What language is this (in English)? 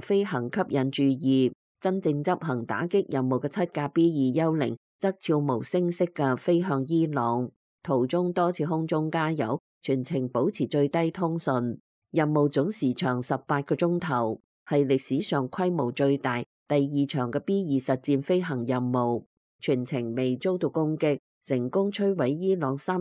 Cantonese